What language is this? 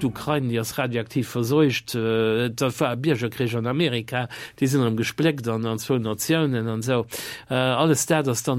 Luxembourgish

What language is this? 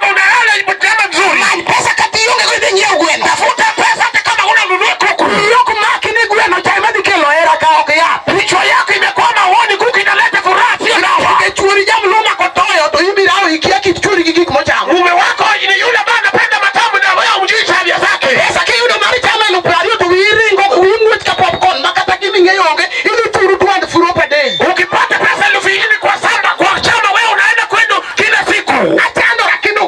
Luo (Kenya and Tanzania)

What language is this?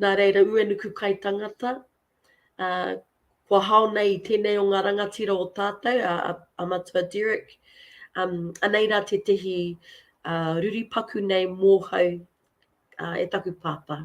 Māori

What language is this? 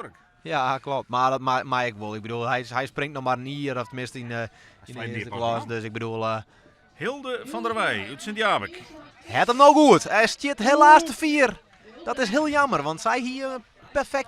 Western Frisian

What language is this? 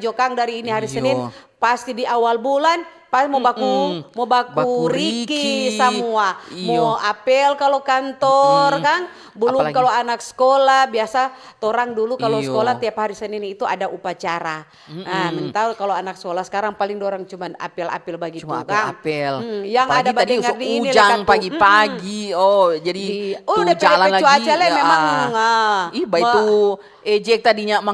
Manado Malay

